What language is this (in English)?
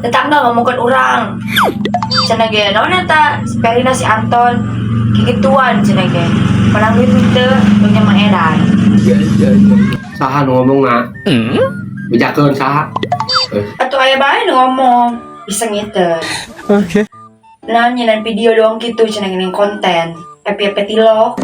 Sundanese